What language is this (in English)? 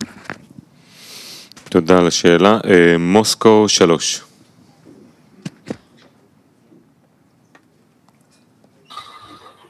Hebrew